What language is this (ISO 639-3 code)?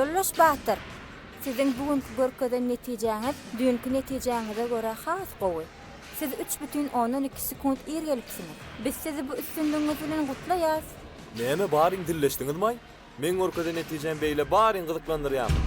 tuk